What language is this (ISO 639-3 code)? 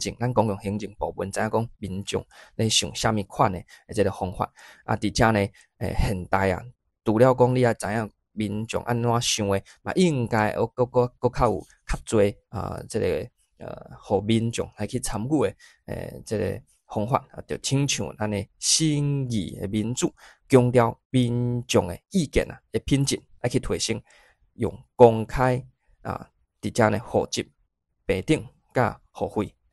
nan